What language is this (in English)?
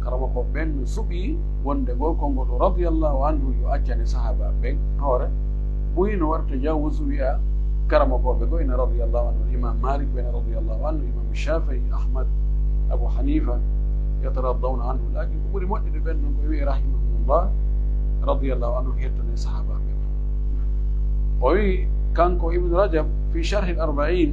Pular